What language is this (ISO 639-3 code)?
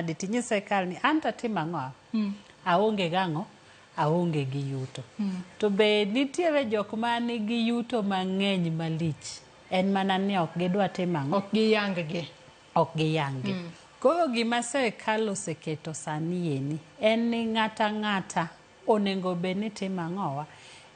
luo